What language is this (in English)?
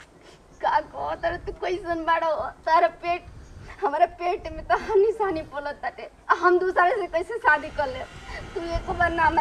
Bhojpuri